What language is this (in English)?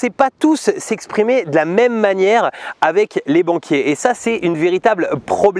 French